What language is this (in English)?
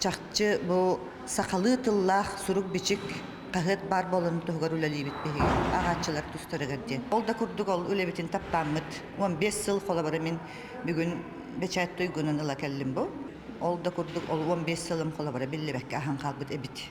Yakut